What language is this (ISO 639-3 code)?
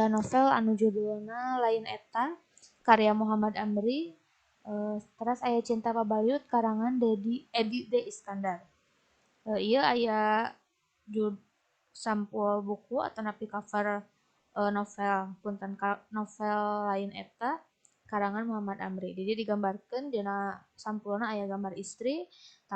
sun